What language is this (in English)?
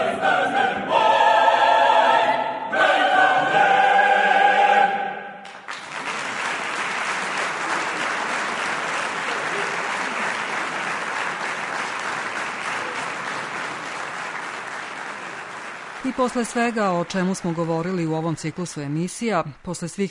Serbian